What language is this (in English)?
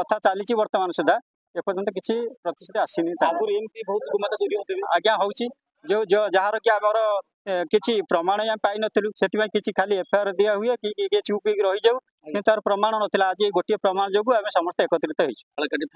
Odia